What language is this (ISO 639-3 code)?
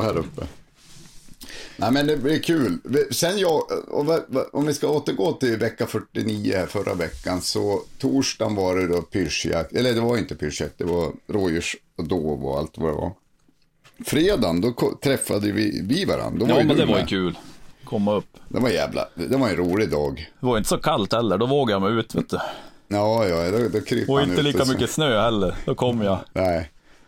swe